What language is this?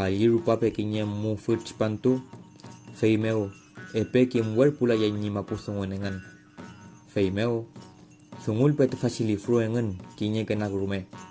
Mapuche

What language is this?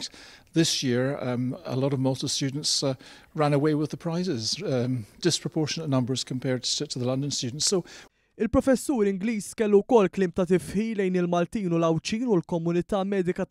Maltese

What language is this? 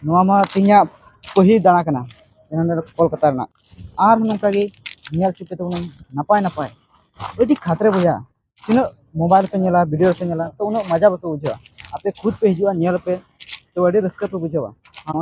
Santali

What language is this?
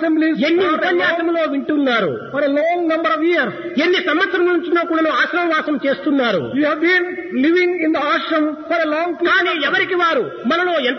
Telugu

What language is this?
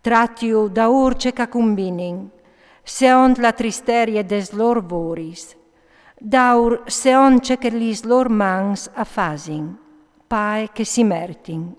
Friulian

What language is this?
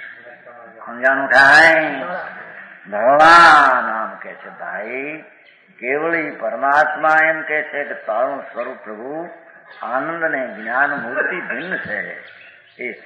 Gujarati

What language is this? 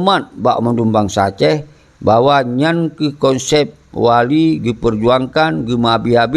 Achinese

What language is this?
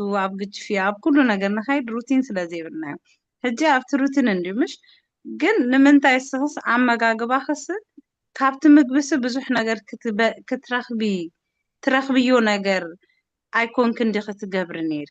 Tigrinya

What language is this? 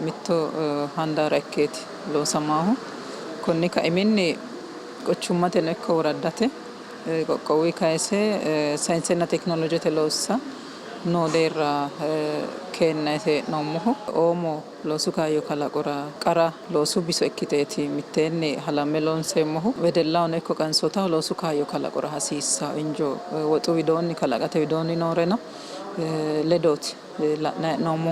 Sidamo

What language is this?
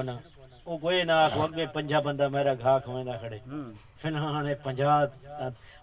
Saraiki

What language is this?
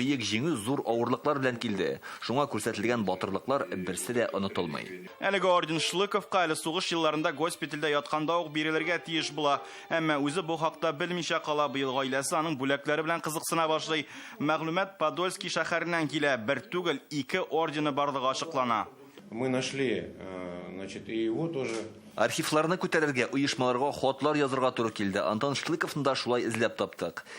Tatar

